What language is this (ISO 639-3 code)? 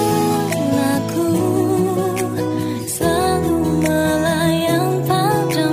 ind